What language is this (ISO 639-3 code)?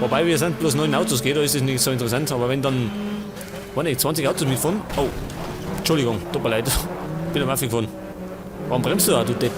bar